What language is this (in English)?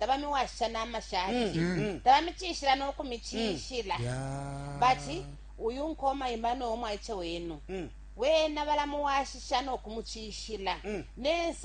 Bemba